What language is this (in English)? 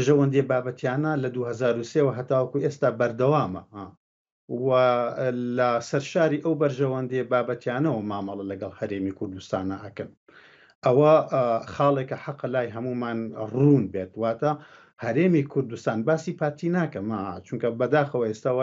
Central Kurdish